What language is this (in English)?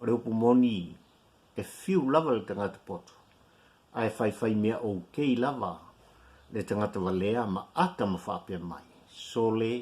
Samoan